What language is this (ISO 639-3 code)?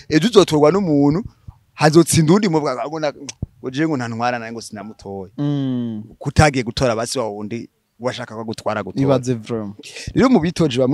run